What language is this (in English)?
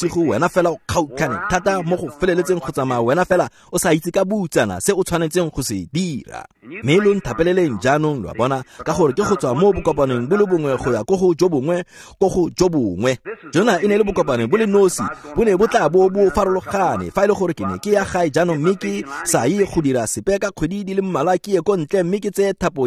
Tswana